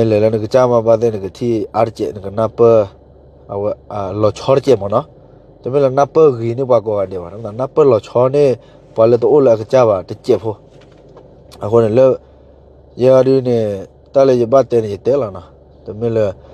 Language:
S'gaw Karen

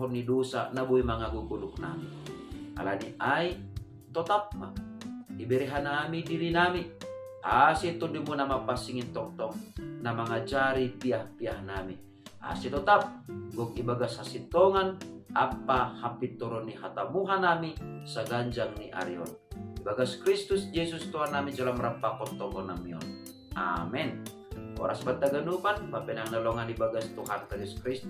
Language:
Batak Simalungun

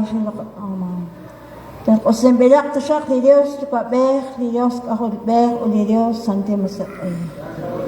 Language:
Kekchí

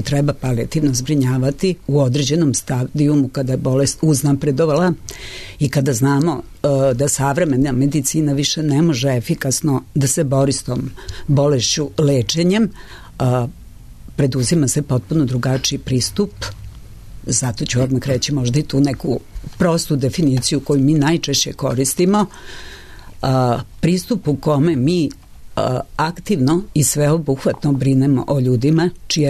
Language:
Serbian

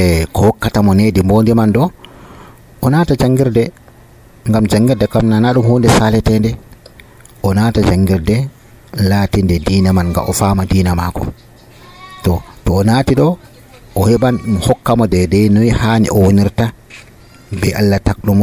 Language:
Nigerian Fulfulde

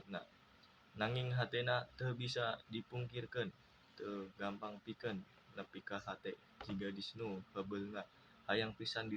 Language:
Sundanese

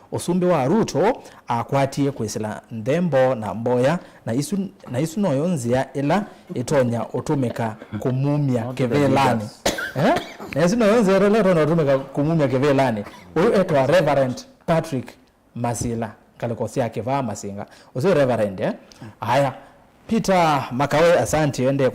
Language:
Kamba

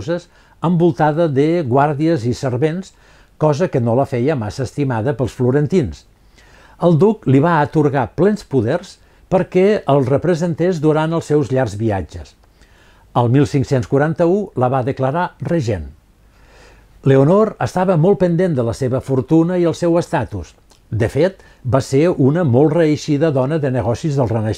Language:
Catalan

